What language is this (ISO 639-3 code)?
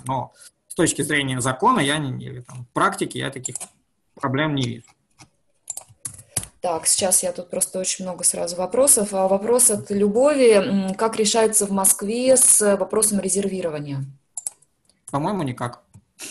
rus